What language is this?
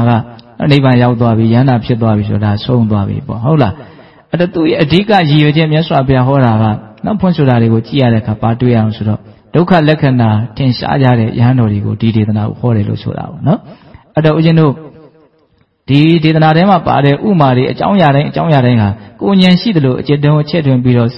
Burmese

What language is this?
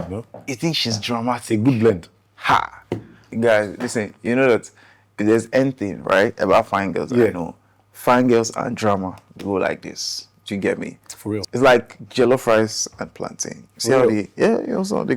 Nigerian Pidgin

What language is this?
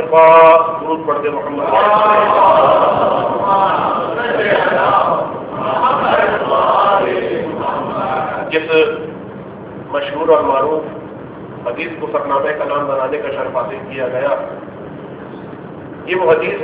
Urdu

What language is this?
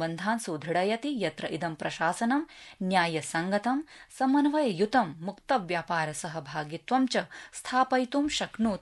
Sanskrit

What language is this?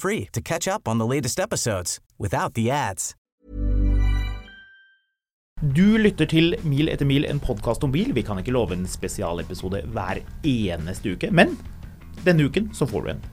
Norwegian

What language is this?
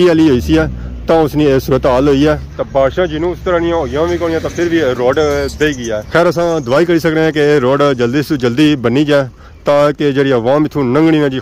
Pahari-Potwari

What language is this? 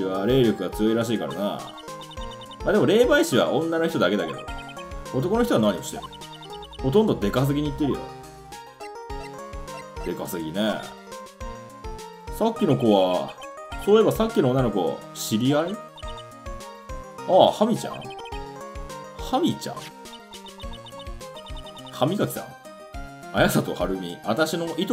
Japanese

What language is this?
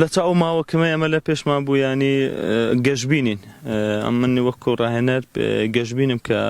Central Kurdish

